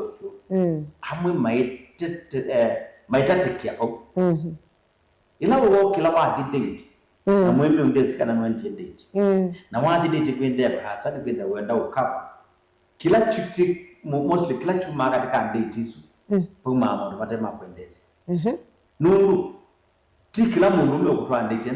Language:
Kamba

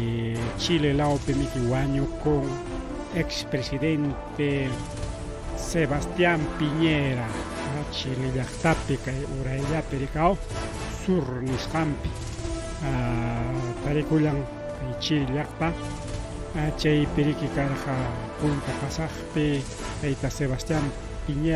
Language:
Ayacucho Quechua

